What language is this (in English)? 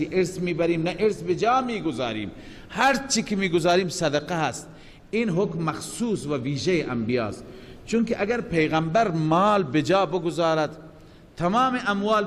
Persian